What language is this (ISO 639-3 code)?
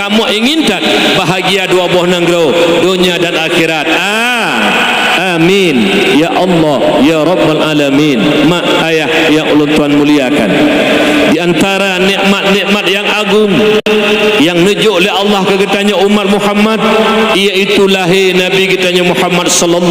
ace